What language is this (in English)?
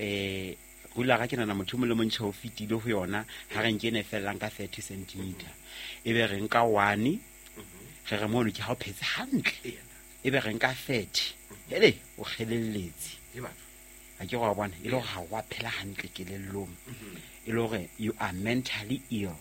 Southern Sotho